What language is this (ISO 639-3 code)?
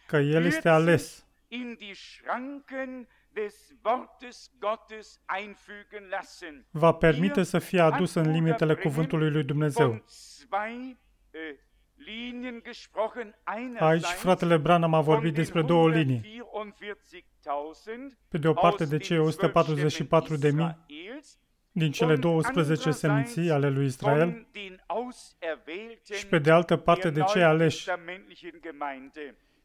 ron